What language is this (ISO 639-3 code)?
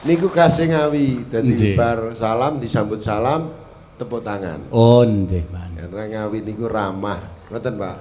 jav